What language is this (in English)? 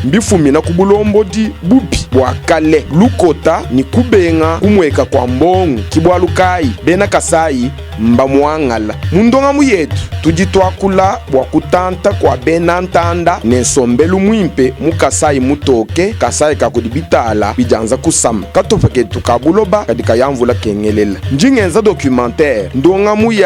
Luba-Lulua